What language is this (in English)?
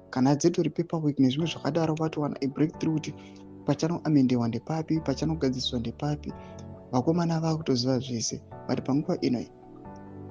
Shona